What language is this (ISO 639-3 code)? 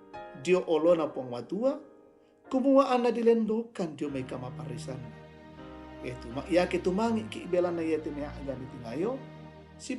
sda